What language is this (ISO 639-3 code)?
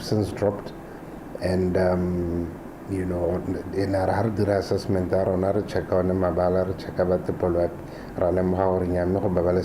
tsn